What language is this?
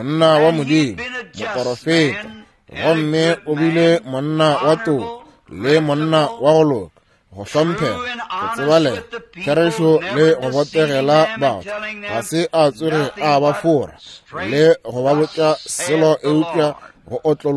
Northern Sotho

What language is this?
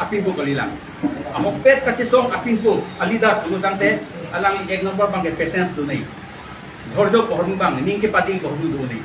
Karbi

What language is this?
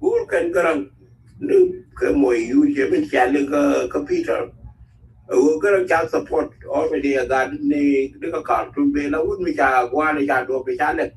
Nuer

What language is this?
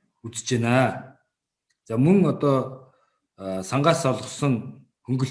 Mongolian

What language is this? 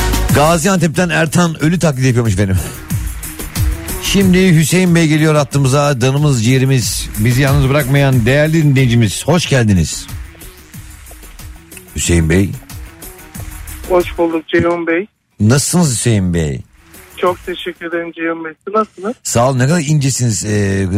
Turkish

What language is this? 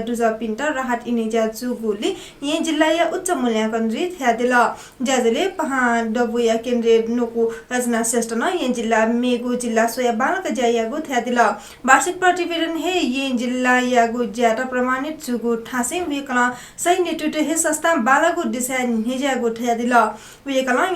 Newari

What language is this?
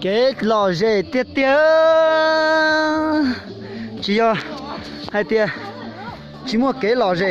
Hmong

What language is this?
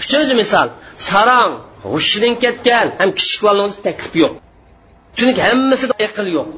Uyghur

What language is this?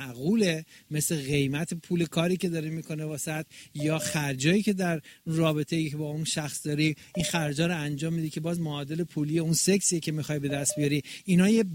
Persian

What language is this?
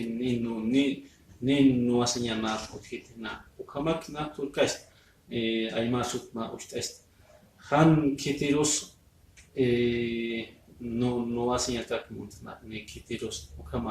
Aymara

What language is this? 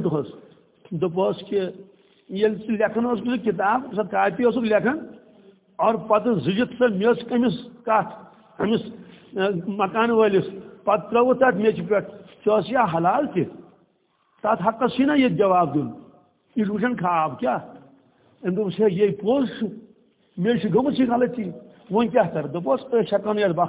Kashmiri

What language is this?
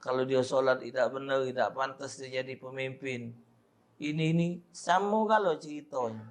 Musi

